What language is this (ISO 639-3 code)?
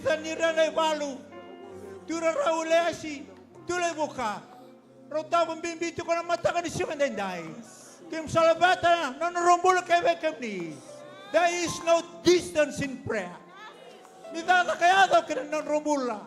fij